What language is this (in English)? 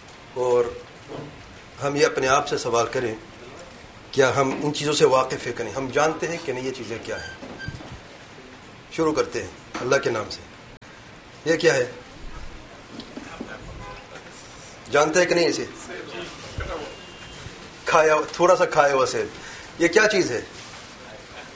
Urdu